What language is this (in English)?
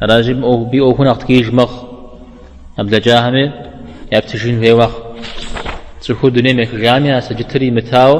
Kabardian